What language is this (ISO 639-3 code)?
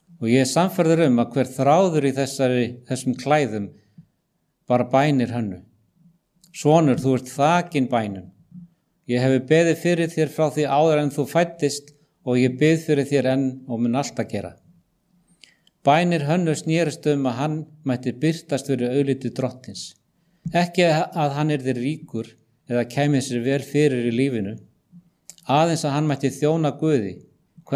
isl